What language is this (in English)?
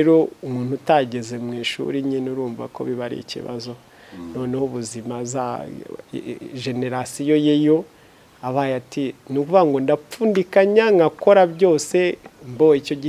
Kinyarwanda